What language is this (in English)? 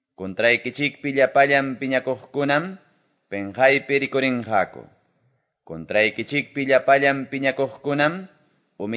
Quechua